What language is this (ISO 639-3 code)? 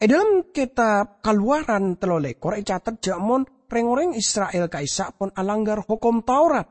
mad